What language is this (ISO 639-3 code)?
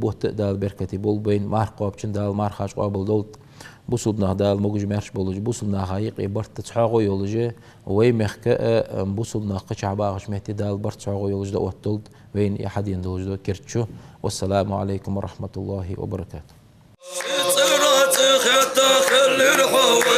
inh